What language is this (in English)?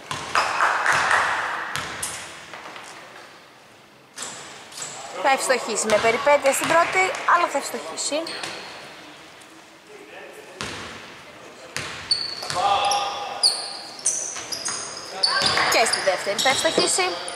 Greek